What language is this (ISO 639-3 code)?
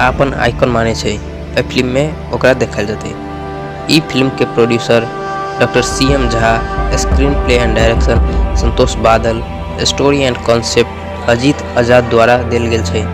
mai